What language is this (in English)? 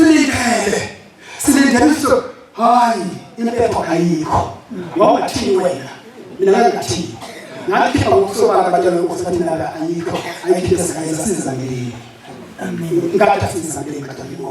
Zulu